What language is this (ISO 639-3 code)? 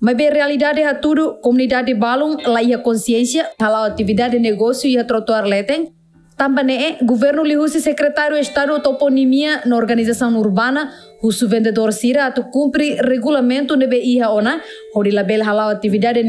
tet